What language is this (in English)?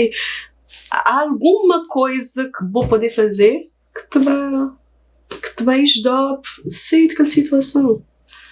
Kabuverdianu